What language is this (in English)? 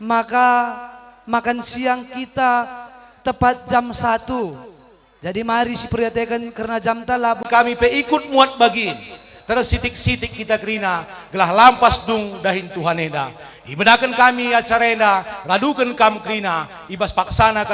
Batak Karo